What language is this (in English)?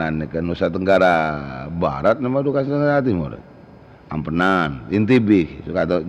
Madurese